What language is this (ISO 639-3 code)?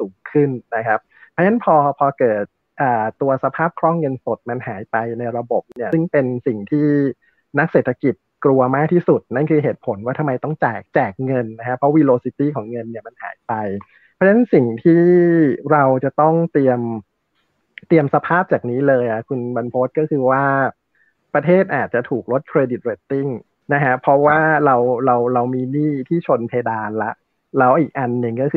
tha